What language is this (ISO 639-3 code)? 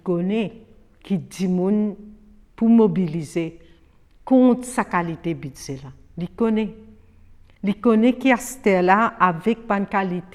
mfe